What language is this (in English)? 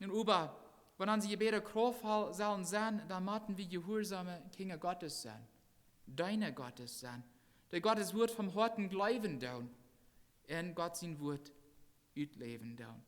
Plautdietsch